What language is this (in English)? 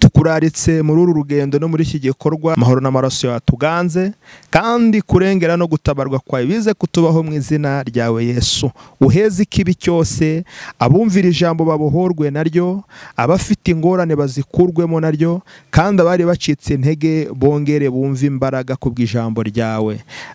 Kinyarwanda